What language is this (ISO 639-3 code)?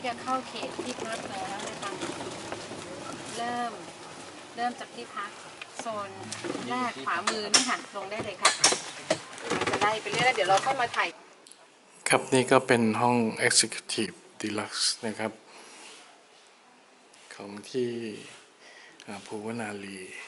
tha